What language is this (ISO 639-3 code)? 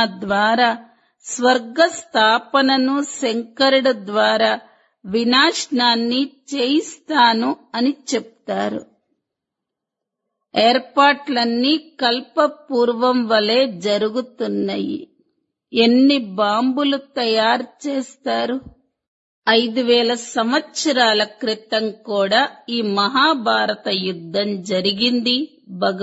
tel